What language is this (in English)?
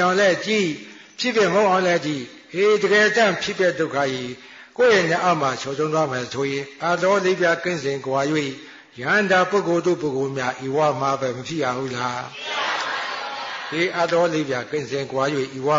Burmese